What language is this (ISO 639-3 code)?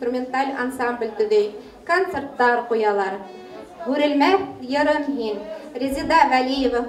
bak